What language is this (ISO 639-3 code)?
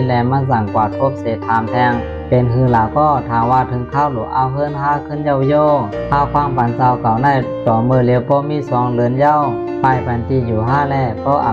shn